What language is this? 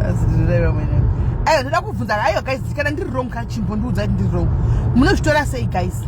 Shona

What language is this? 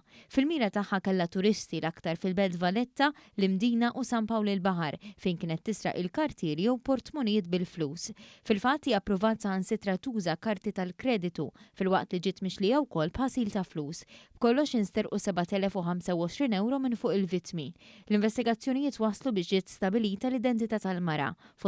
Maltese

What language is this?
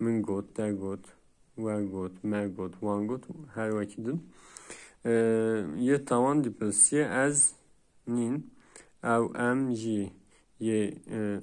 Kurdish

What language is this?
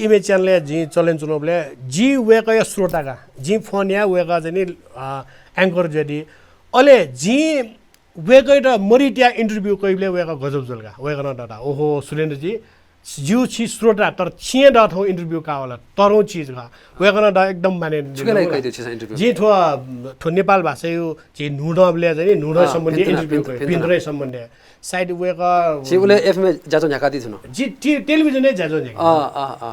Newari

